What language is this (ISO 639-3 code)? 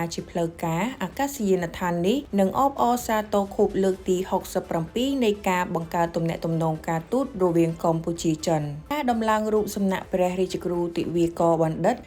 khm